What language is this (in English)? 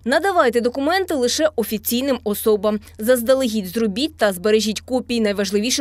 Ukrainian